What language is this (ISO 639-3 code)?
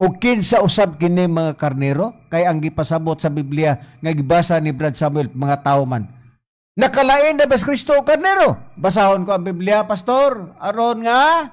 ceb